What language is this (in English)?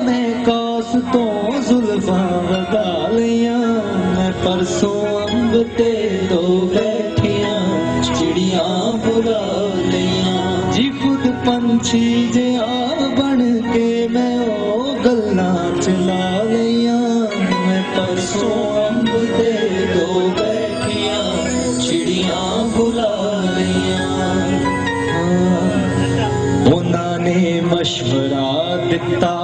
Punjabi